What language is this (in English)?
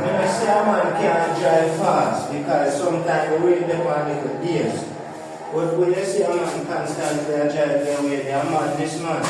Jamaican Creole English